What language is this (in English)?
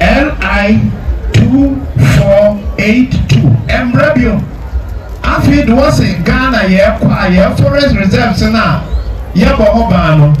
Akan